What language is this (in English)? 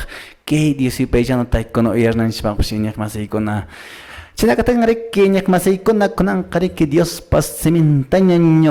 Quechua